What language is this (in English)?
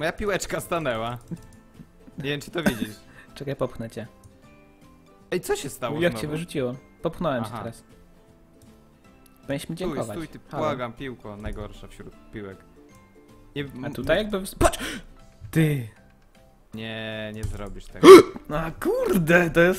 Polish